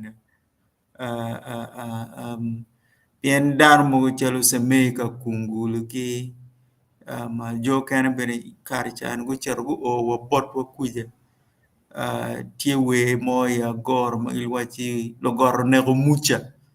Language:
Acoli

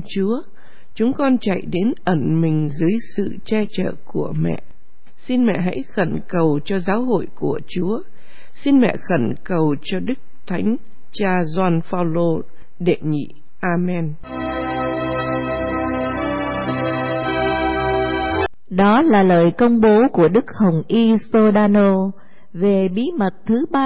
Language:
Vietnamese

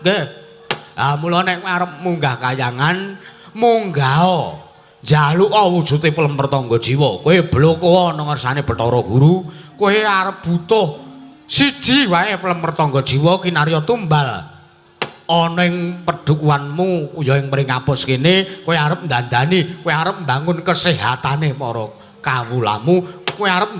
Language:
Javanese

